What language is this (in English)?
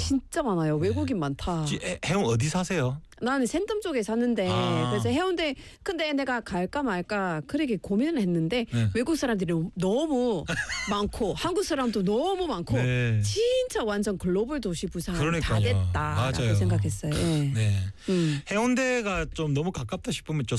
Korean